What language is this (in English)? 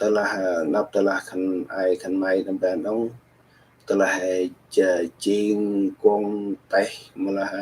Central Mnong